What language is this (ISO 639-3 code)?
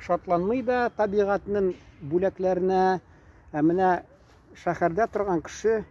tat